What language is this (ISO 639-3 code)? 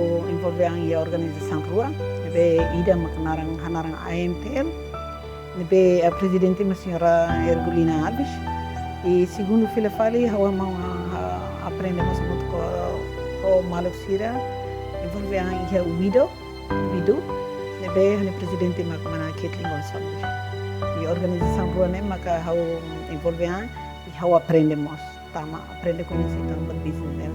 tet